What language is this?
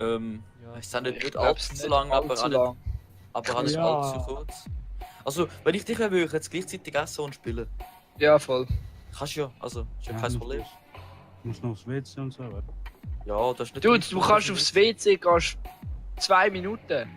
Swiss German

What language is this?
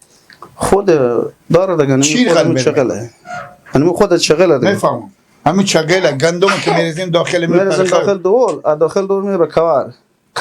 Persian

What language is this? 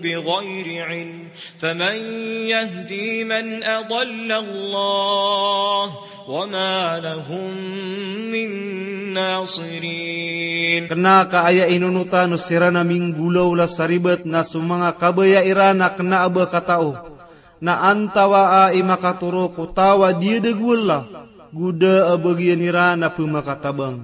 Maranao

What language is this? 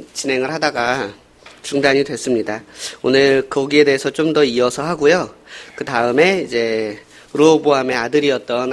Korean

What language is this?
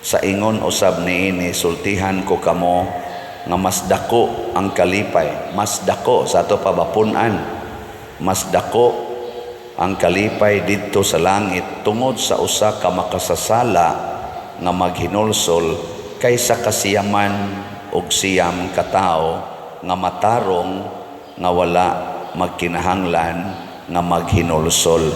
Cebuano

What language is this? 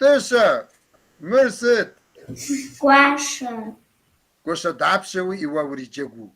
Kabardian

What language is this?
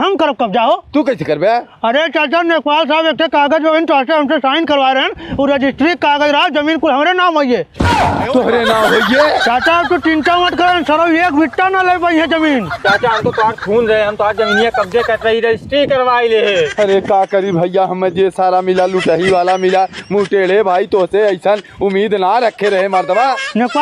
Bhojpuri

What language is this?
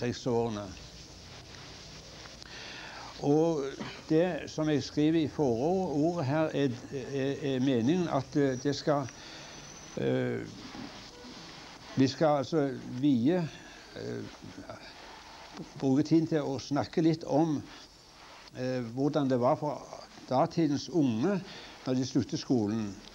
Norwegian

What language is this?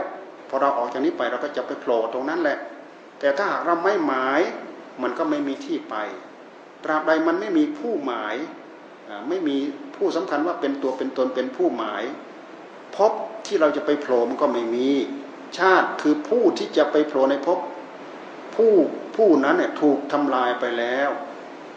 Thai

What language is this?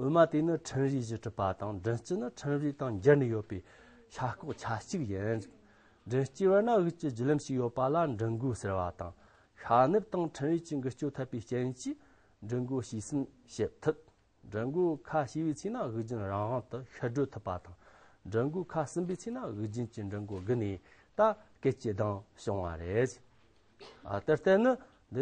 Amdo Tibetan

